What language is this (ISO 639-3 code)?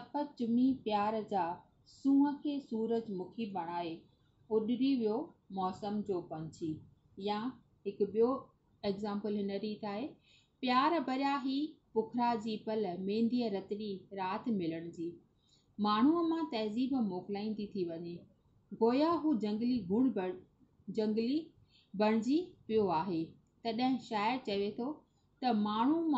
snd